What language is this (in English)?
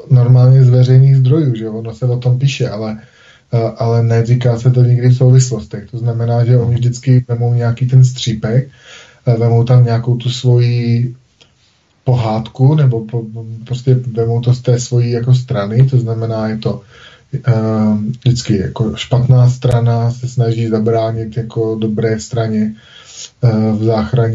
Czech